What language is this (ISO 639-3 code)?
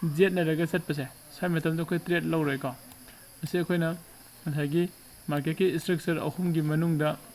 mni